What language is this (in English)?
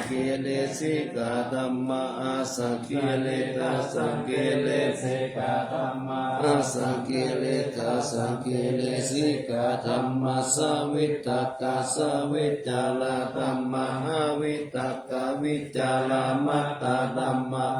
Pali